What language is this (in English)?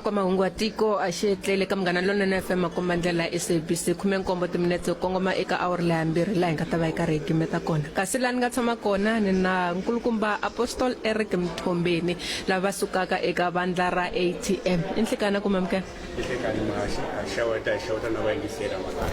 Tsonga